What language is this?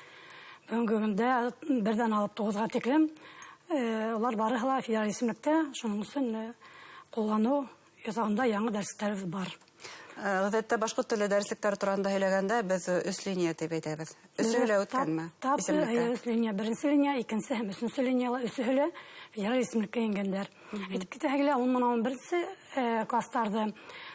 Bashkir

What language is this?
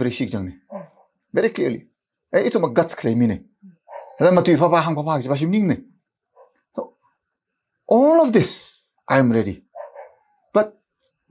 Tangkhul Naga (India)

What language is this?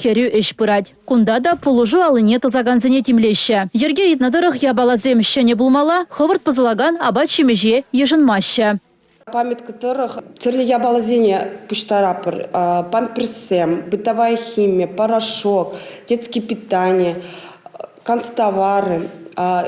Chuvash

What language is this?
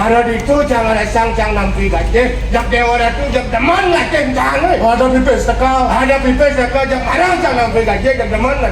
Balinese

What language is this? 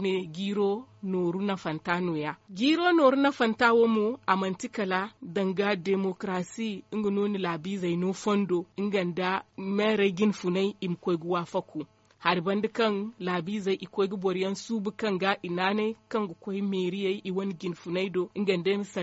Zarma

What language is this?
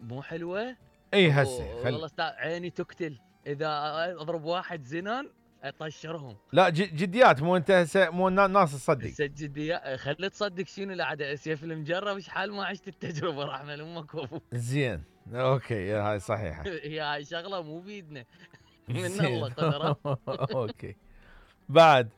Mesopotamian Arabic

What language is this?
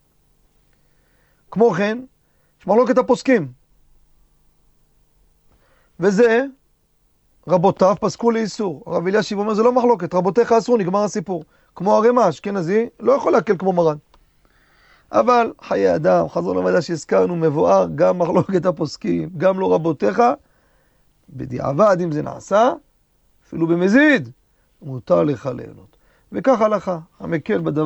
Hebrew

